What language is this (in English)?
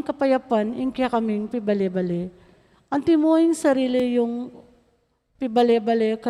Pampanga